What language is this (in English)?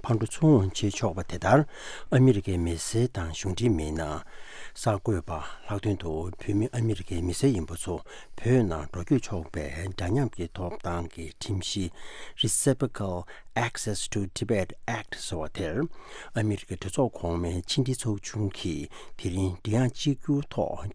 Tibetan